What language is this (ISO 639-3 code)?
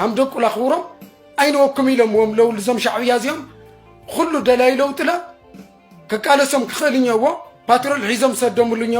tir